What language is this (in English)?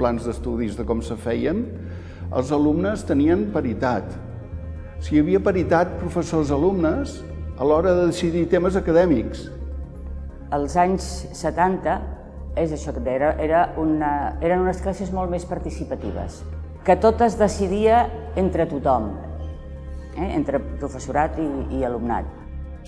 Catalan